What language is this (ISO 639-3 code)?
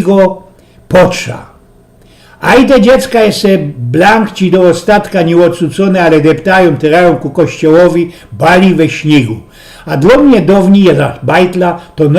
szl